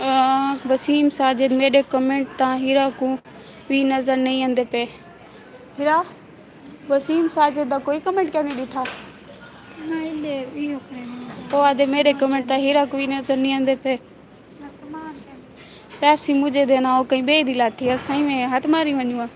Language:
Saraiki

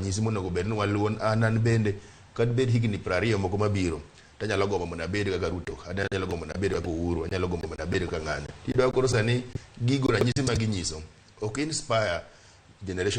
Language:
Luo (Kenya and Tanzania)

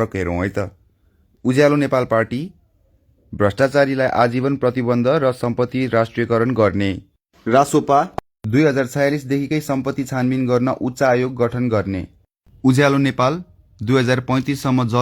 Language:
Nepali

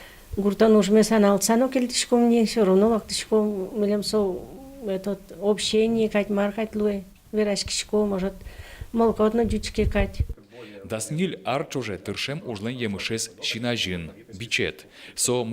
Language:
Udmurt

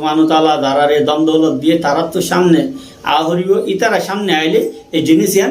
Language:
Rohingya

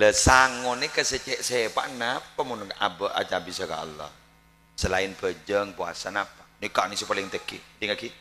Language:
Madurese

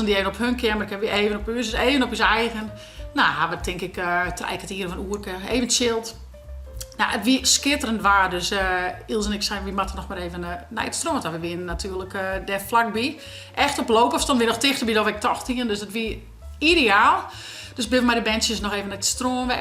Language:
Western Frisian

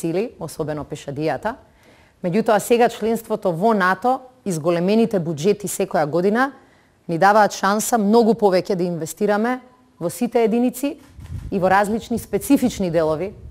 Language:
Macedonian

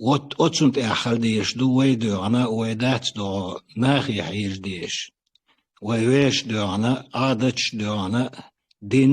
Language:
Chechen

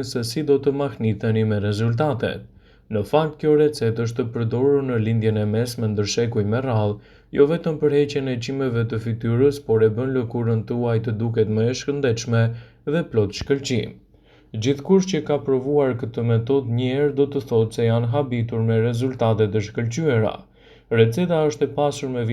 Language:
Albanian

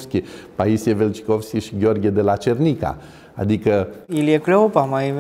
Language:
Romanian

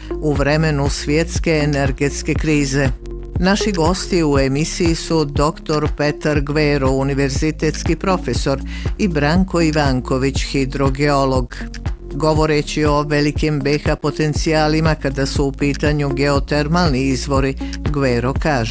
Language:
Bosnian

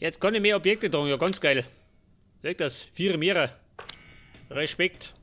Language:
Bavarian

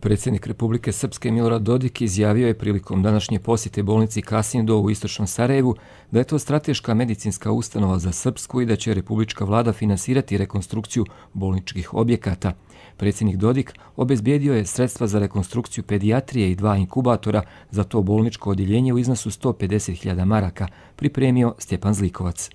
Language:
Croatian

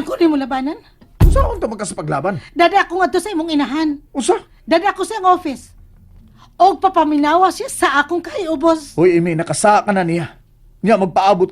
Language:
Cebuano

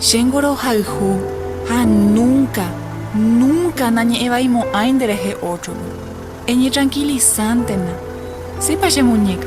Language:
Guarani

